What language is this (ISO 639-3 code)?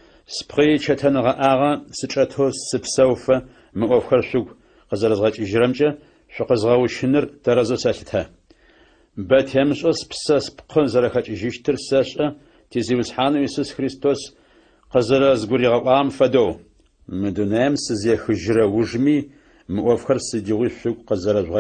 ady